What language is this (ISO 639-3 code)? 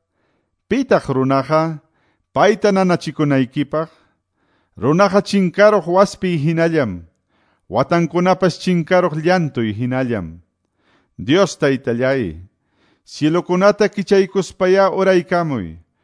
que